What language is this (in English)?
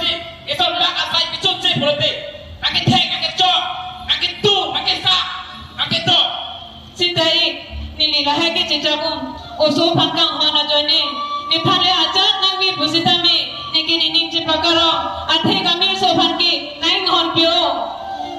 Karbi